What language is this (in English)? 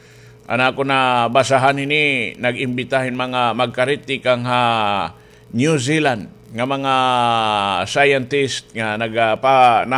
Waray